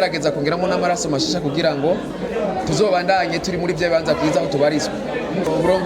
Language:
Rundi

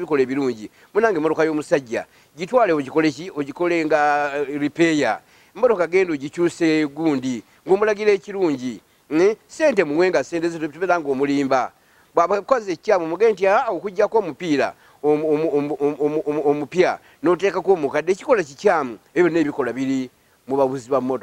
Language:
Ganda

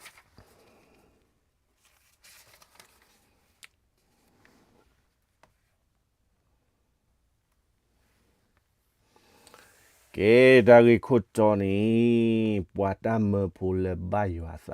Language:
S'gaw Karen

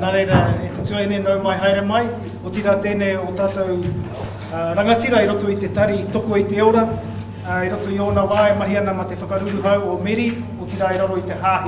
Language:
Māori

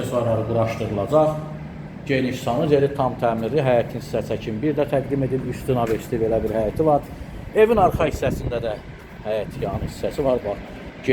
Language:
Azerbaijani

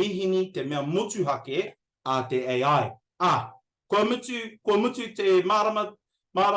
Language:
Māori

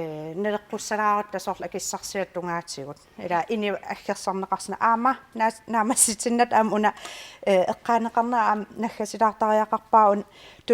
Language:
Kalaallisut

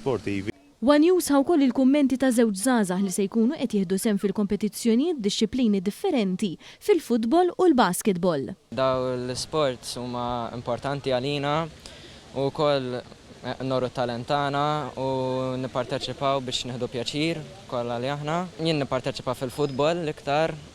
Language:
Maltese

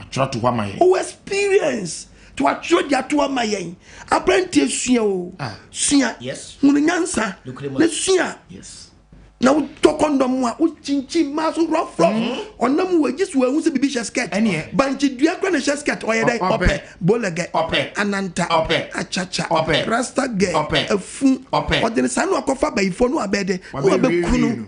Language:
Akan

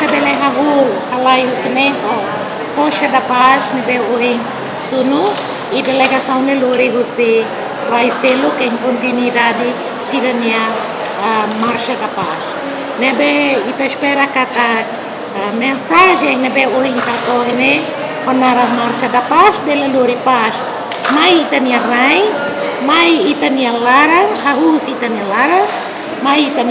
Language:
Tetum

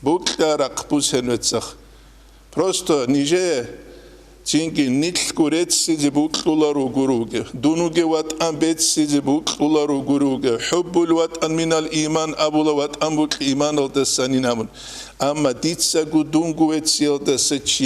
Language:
Avaric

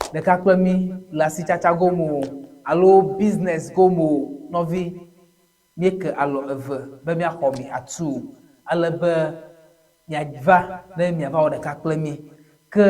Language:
Ewe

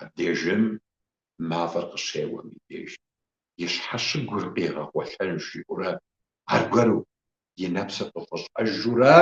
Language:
Kabardian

